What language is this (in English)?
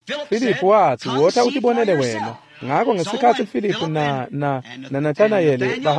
Swati